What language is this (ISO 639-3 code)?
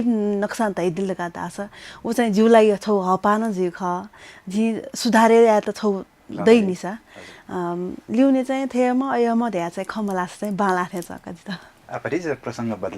new